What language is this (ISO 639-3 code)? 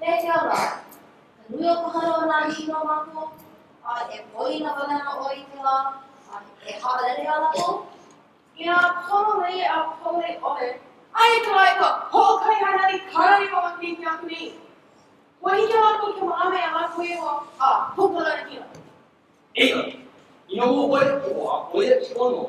haw